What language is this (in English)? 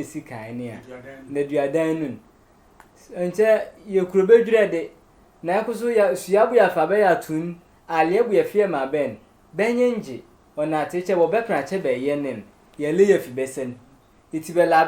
Sehwi